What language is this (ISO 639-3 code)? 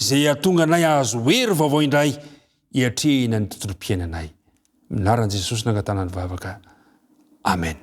mlg